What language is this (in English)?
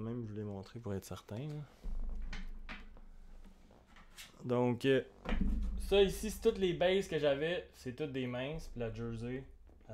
French